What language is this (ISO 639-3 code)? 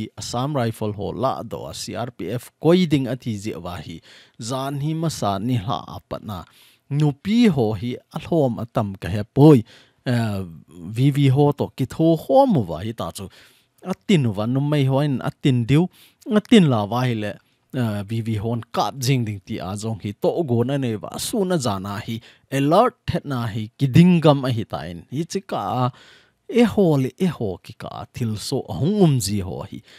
tcz